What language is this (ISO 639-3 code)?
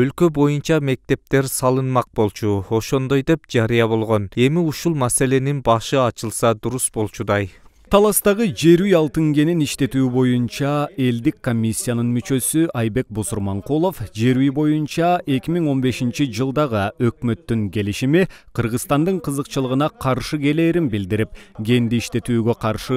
kir